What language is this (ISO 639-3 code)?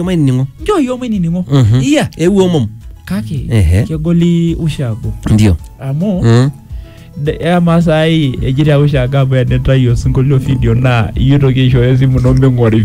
mas